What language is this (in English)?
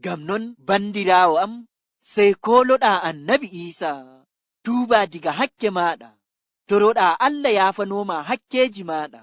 Fula